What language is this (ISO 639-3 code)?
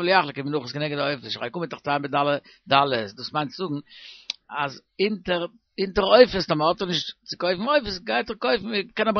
yid